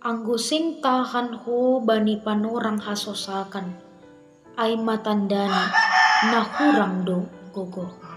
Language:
Batak Simalungun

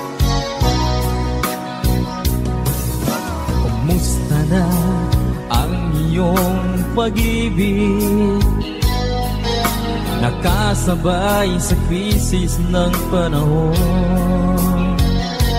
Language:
Filipino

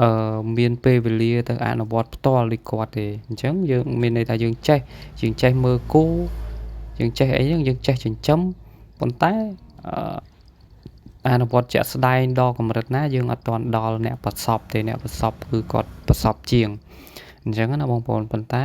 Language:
Khmer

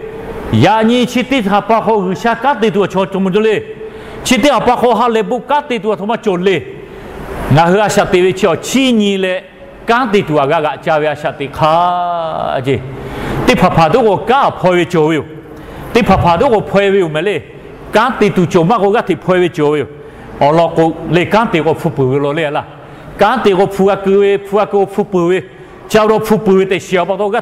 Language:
Lahu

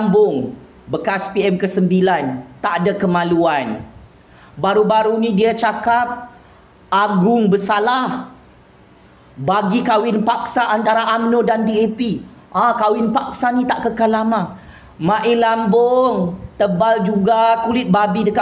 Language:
Malay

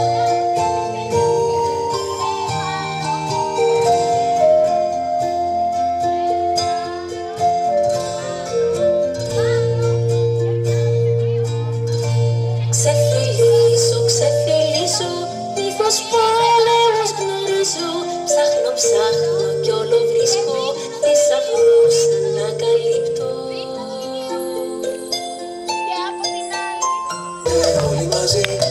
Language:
Greek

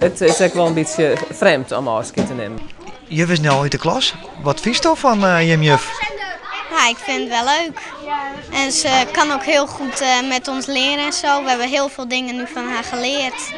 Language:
Western Frisian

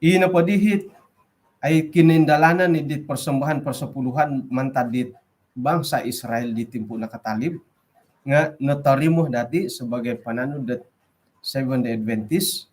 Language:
Central Dusun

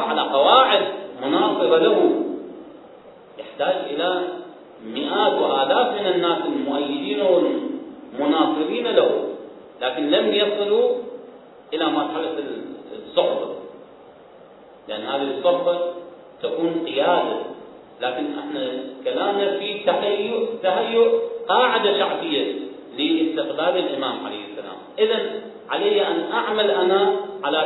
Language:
Arabic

